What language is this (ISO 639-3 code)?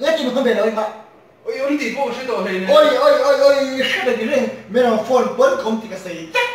lus